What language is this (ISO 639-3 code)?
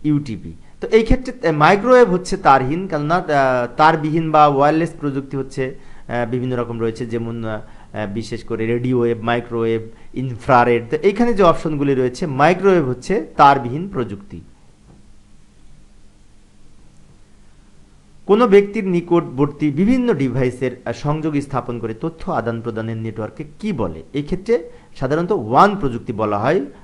ben